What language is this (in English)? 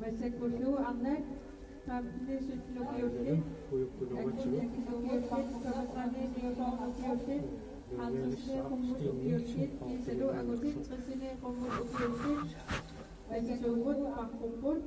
Kalaallisut